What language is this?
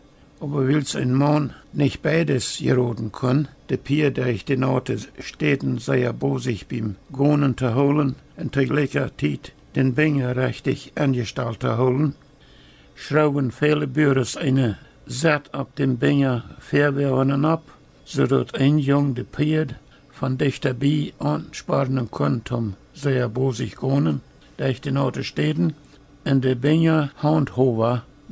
Plautdietsch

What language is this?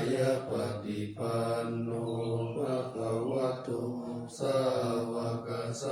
Pali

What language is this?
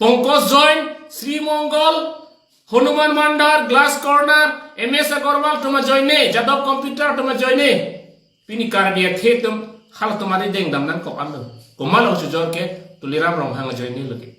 Karbi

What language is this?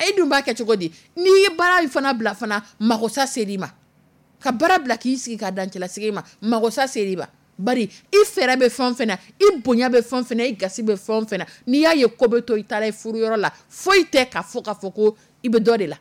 Dyula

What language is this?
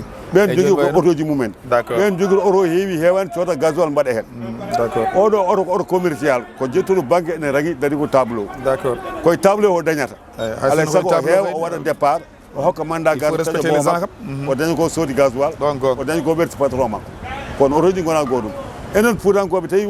Fula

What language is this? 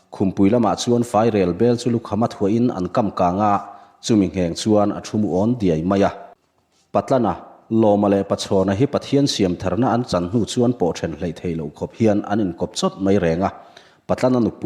Mizo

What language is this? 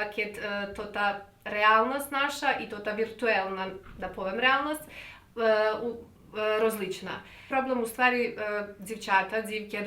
Rusyn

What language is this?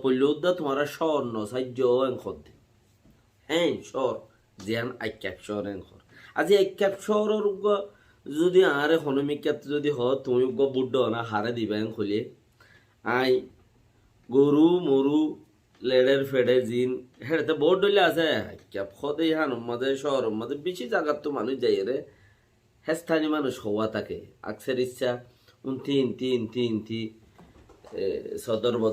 Rohingya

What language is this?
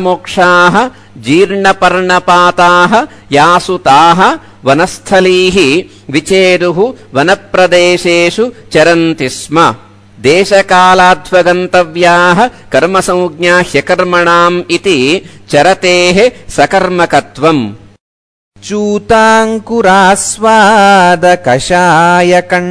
Sanskrit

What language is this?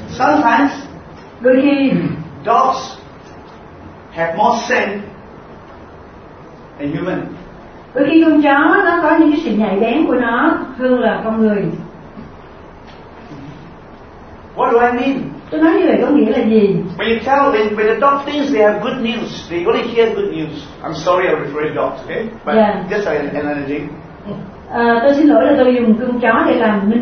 Vietnamese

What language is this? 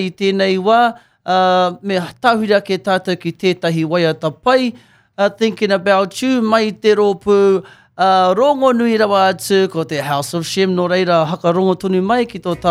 Māori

